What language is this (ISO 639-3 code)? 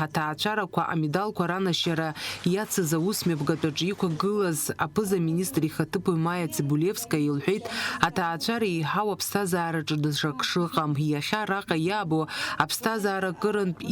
abk